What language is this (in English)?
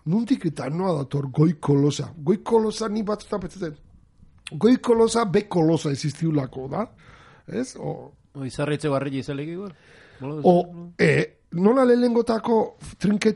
Basque